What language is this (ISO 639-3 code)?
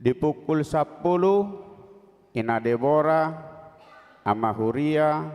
bbc